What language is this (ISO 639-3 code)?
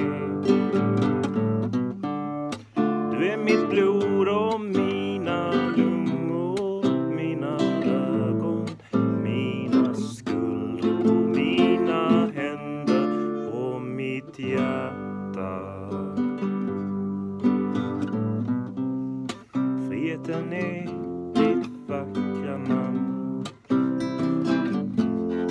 swe